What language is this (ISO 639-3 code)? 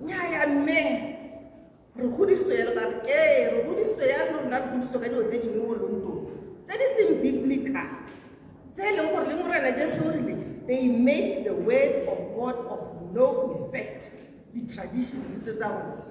tsn